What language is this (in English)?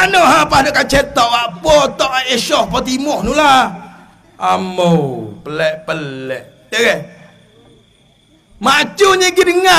Malay